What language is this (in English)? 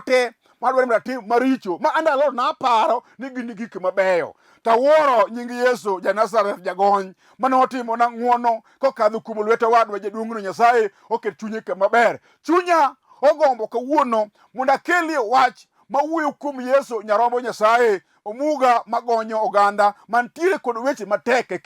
Luo (Kenya and Tanzania)